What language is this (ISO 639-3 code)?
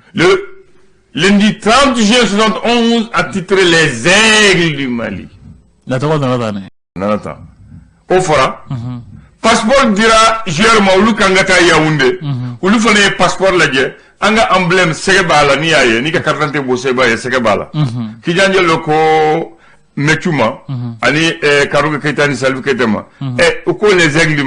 bam